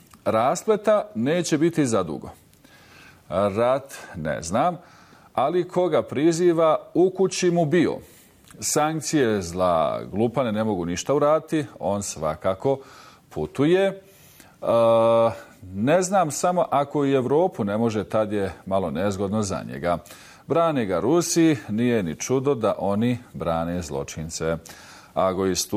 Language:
Bosnian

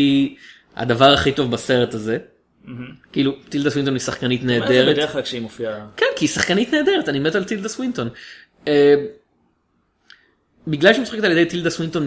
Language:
Hebrew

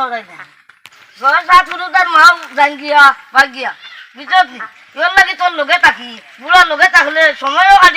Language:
Sylheti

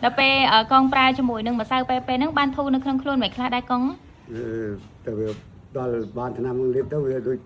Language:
Khmer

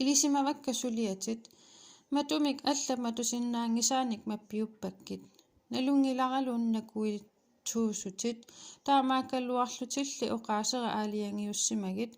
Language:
Kalaallisut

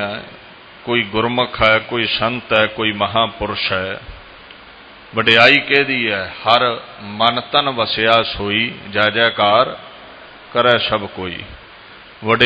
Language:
Punjabi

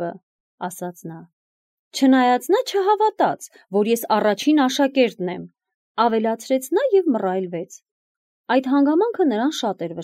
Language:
Armenian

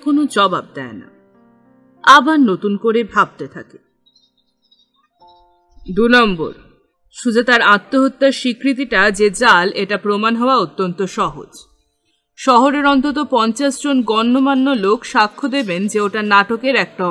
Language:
Bangla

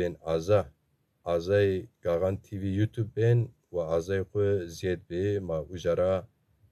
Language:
Zaza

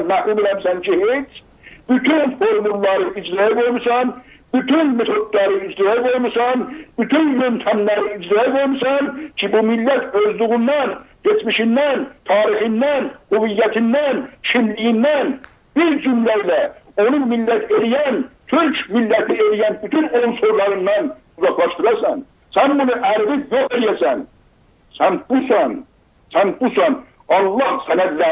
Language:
South Azerbaijani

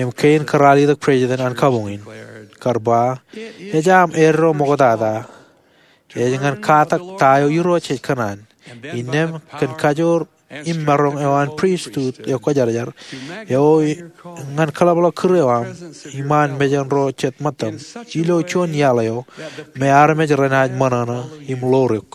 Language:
Marshallese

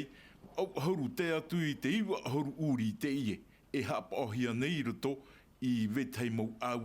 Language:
Tahitian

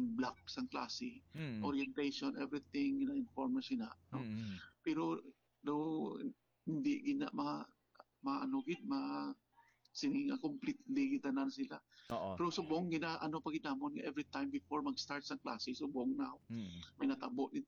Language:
Hiligaynon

